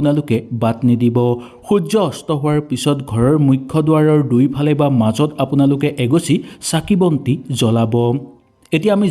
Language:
Assamese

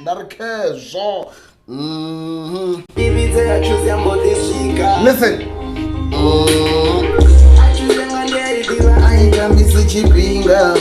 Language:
Venda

